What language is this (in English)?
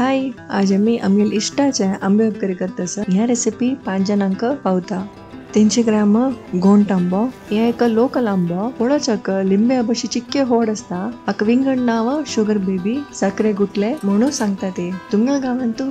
Konkani